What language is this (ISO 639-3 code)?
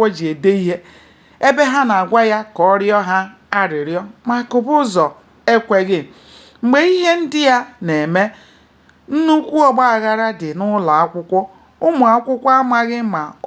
ibo